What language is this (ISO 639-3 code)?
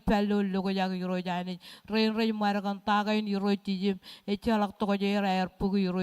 mah